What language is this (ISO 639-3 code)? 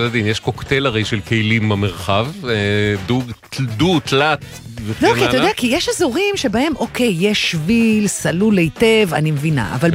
heb